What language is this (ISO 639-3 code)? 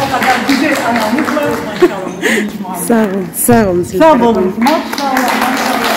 crh